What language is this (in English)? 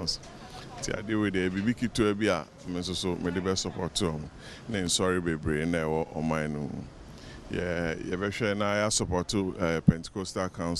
Akan